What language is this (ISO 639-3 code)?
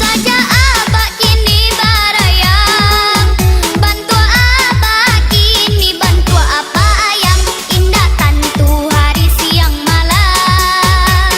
min